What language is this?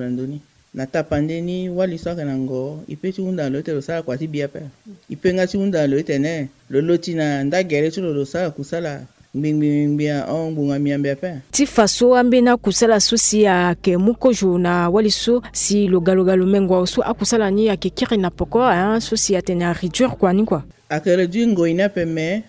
Sango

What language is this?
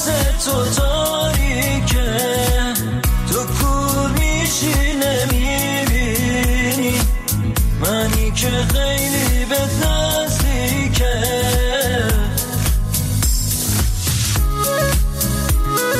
Persian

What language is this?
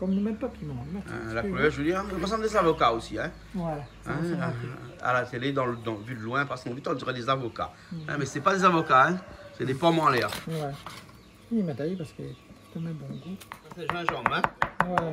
Réunion Creole French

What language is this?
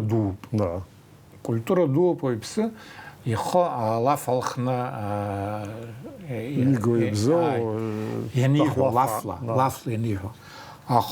Abkhazian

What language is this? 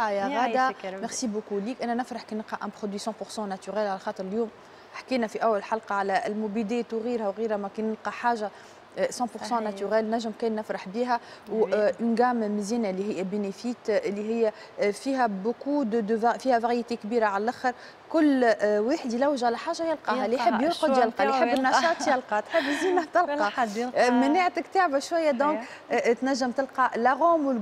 Tunisian Arabic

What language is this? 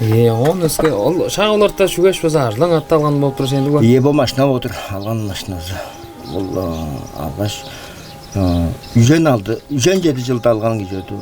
Tuvinian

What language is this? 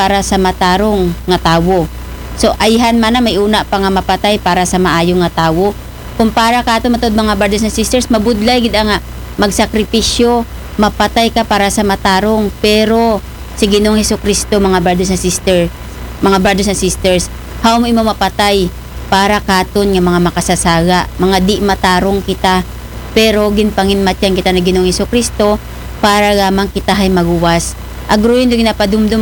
Aklanon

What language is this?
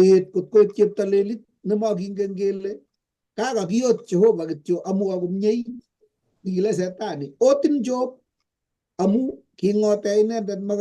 Kalenjin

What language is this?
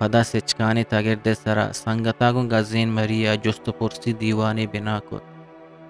Eastern Balochi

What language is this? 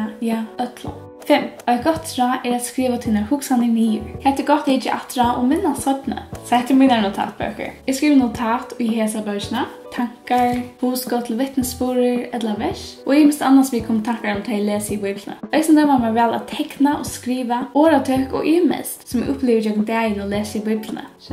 Faroese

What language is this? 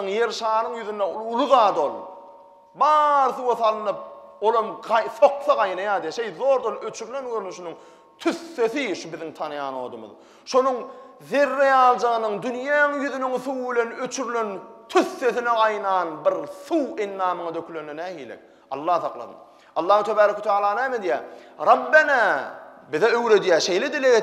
Turkmen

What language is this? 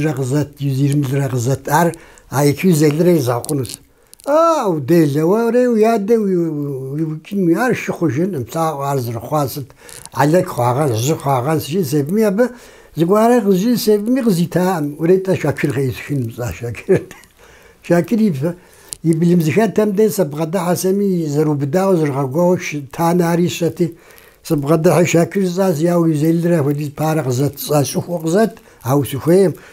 Kabardian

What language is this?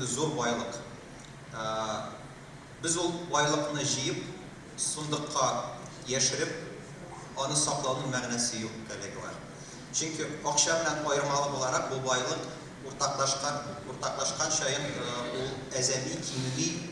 Tatar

